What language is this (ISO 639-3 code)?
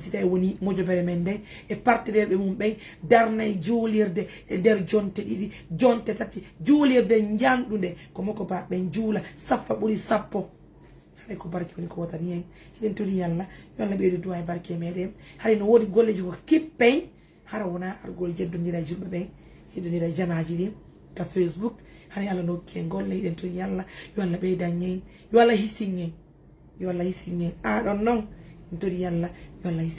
ful